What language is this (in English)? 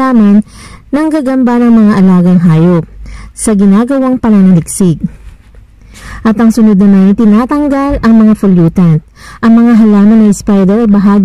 Filipino